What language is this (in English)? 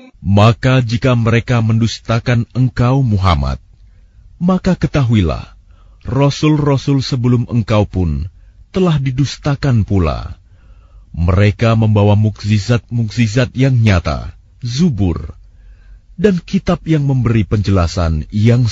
Indonesian